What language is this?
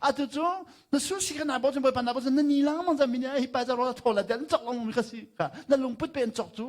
Hakha Chin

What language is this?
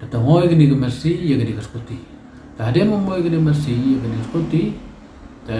Pnar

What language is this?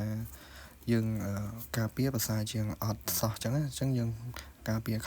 Khmer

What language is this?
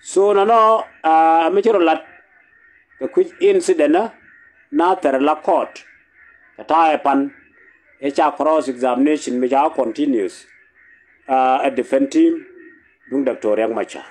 Nuer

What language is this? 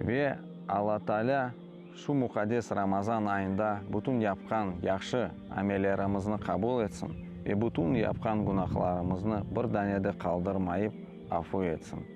Crimean Tatar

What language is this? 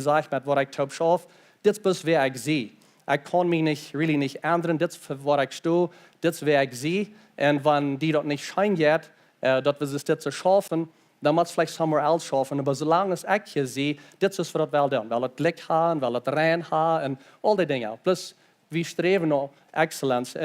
Plautdietsch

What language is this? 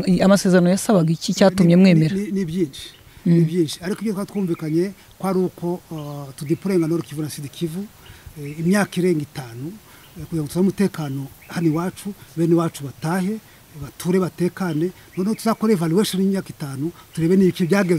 Kinyarwanda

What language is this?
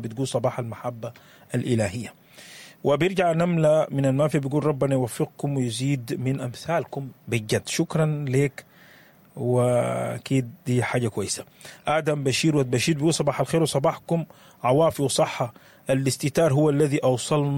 Sudanese Arabic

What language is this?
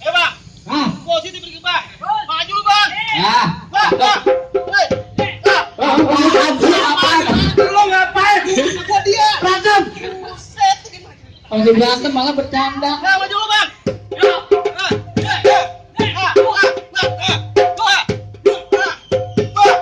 Betawi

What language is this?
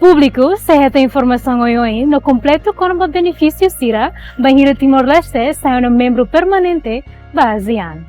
Tetum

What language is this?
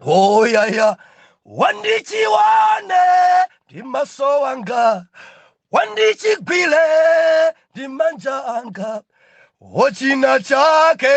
Nyanja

